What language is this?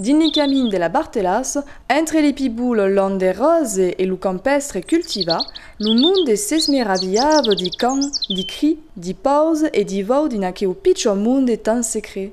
Occitan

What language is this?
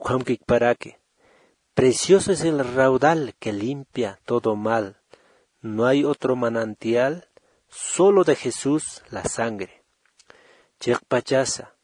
Aymara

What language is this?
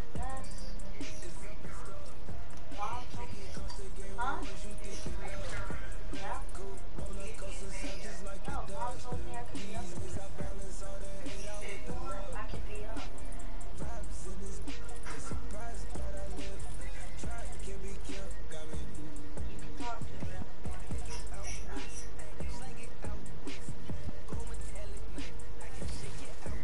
English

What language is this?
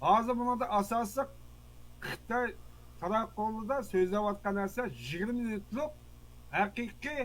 Uyghur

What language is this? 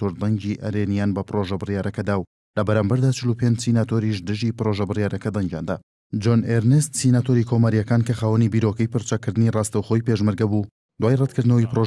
Central Kurdish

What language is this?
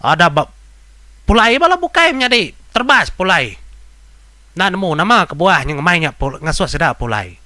Iban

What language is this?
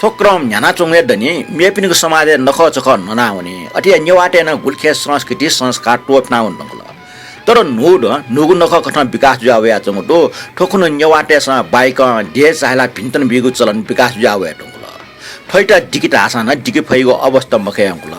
Newari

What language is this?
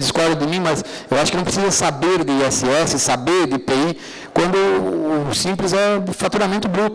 Portuguese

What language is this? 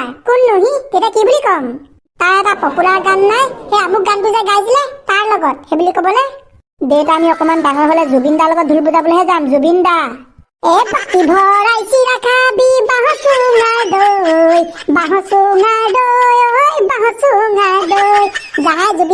Assamese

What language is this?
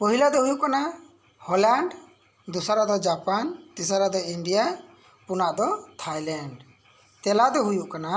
Santali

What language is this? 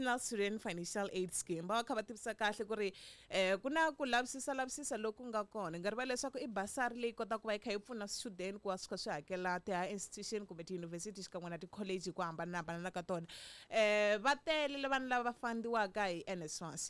Tsonga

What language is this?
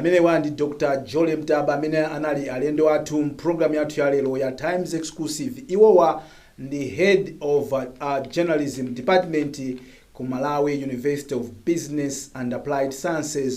Nyanja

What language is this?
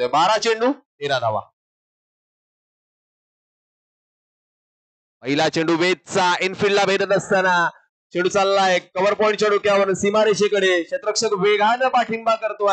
Marathi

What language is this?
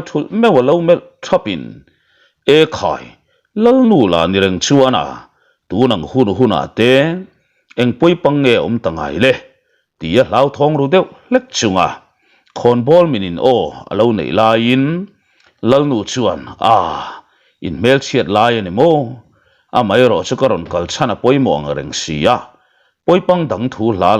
Mizo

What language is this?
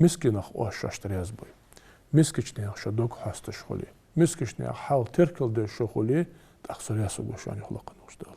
Ingush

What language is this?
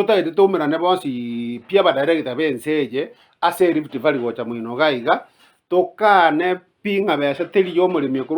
Gusii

